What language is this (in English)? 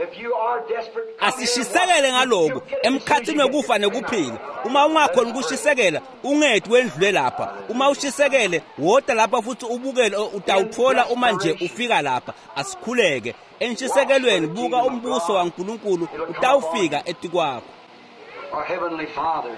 Swati